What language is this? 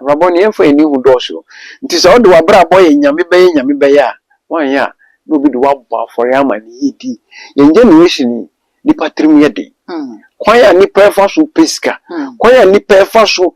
Akan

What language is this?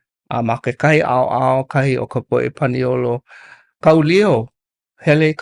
Hawaiian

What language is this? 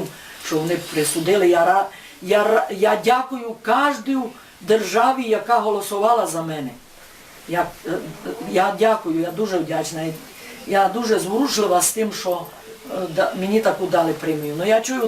Rusyn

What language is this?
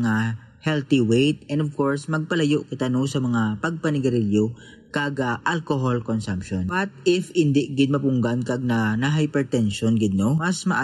Hiligaynon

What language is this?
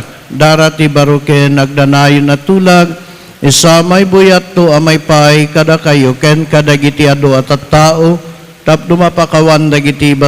Iloko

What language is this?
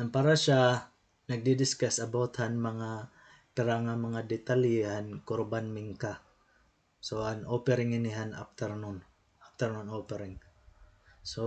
Waray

